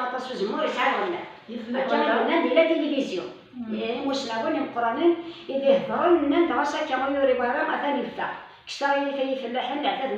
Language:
Kabyle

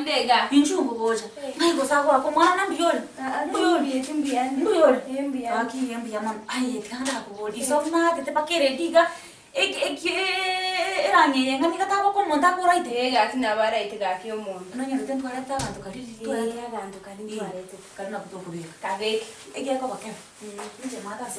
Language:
Gusii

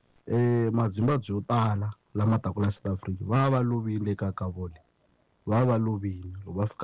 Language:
Tsonga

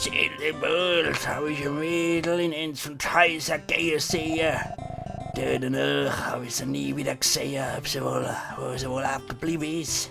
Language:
Palatine German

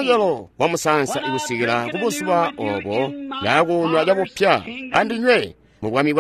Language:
Tonga (Zambia)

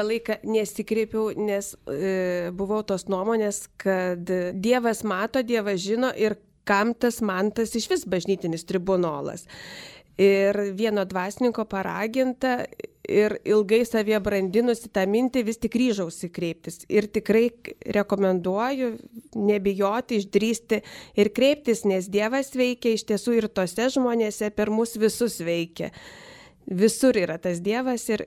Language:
Lithuanian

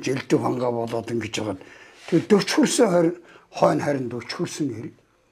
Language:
Mongolian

